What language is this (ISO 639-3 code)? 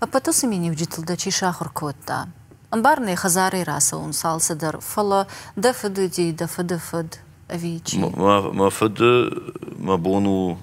oss